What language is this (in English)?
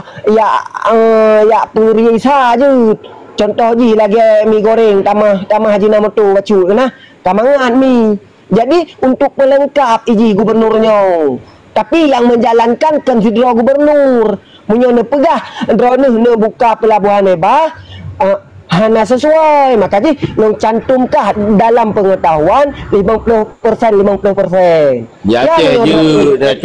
Achinese